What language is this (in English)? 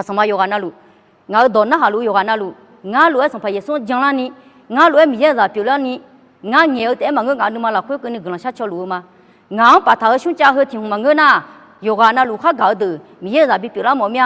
Akha